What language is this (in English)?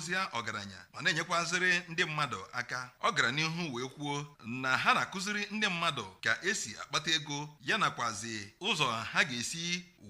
Igbo